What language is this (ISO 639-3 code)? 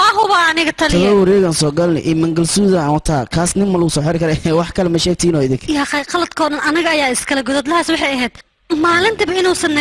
som